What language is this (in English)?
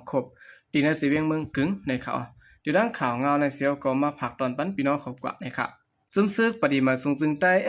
Shan